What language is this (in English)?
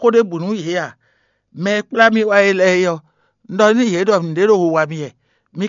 Fon